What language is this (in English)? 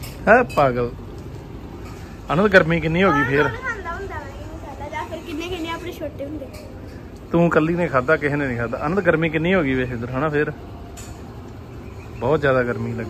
Punjabi